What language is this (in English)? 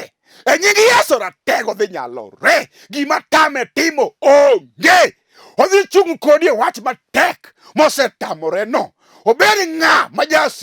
Luo (Kenya and Tanzania)